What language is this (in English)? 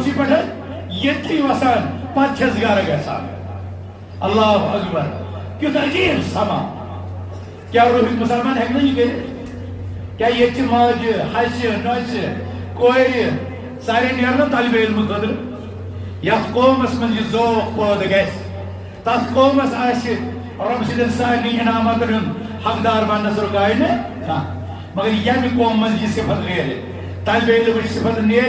Kashmiri